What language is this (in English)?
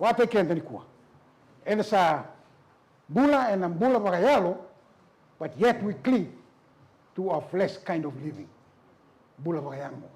Fijian